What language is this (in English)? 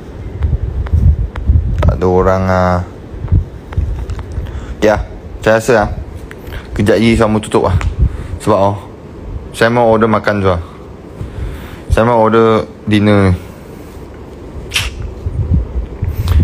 Malay